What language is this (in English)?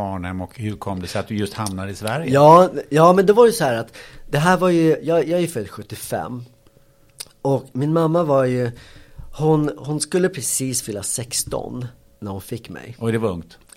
Swedish